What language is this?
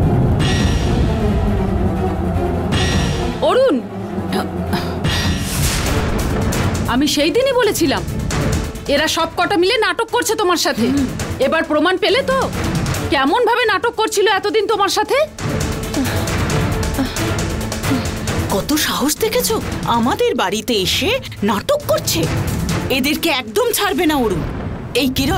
Bangla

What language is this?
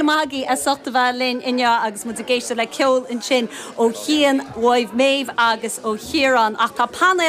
Irish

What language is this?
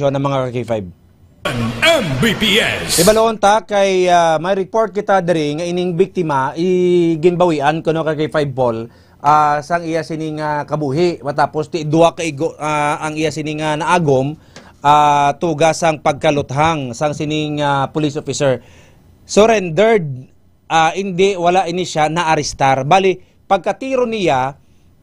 Hiligaynon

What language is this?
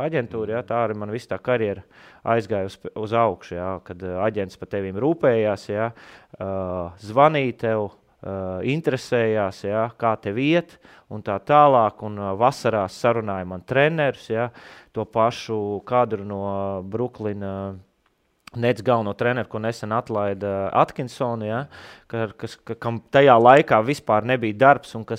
Latvian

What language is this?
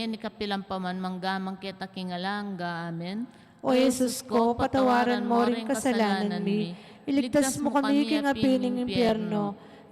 Pampanga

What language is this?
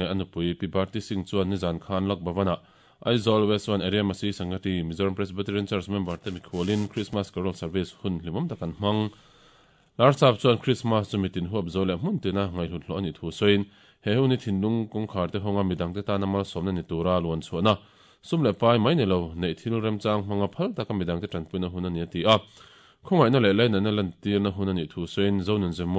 Mizo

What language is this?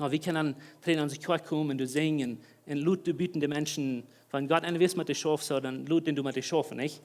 Plautdietsch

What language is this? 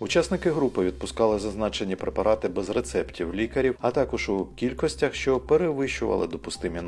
Ukrainian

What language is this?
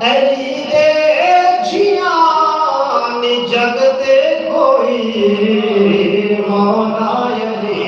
Saraiki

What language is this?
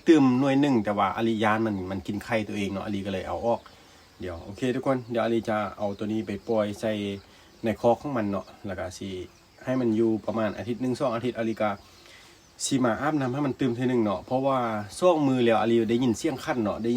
Lao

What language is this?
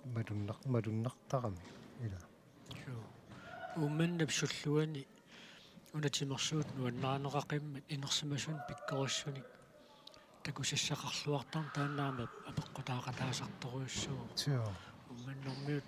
Kalaallisut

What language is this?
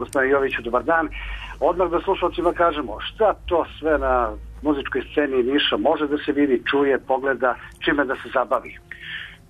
Serbian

